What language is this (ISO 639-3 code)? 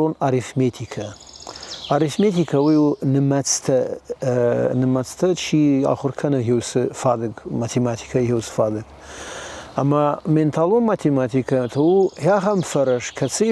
oss